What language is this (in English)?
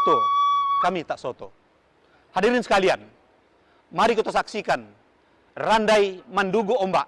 Minangkabau